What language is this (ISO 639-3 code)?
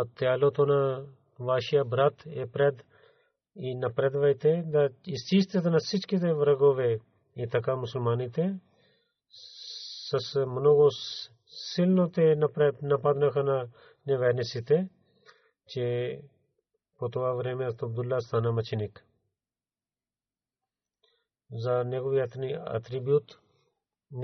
bul